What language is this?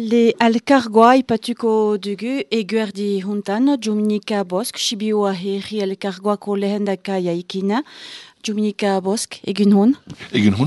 Basque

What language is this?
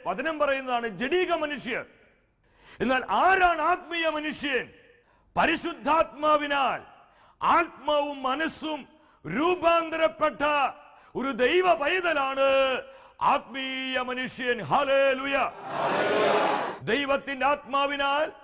Malayalam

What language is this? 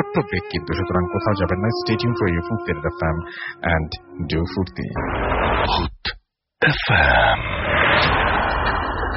Bangla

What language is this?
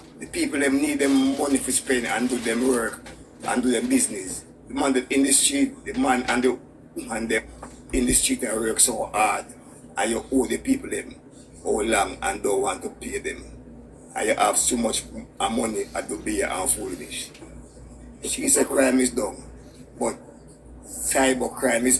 Jamaican Creole English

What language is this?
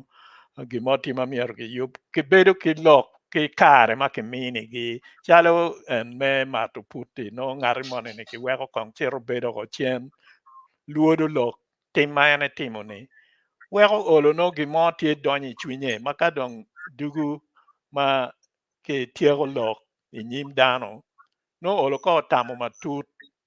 Acoli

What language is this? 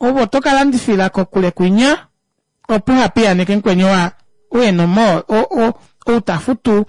Kuanyama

